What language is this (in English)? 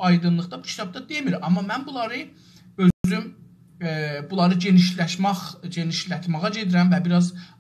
South Azerbaijani